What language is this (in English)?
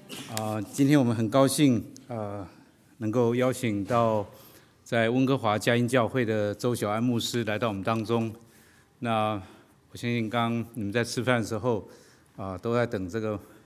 Chinese